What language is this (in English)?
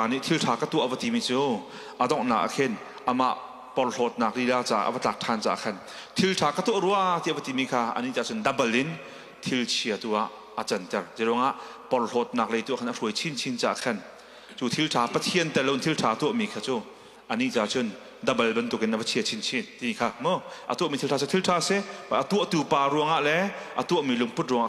Hakha Chin